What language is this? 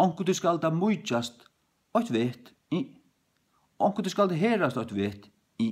Faroese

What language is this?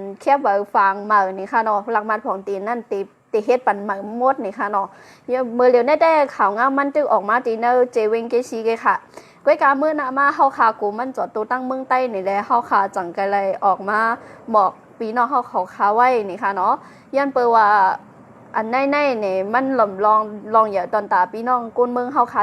Shan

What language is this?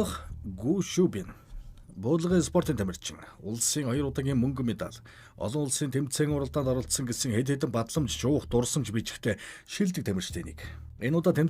Mongolian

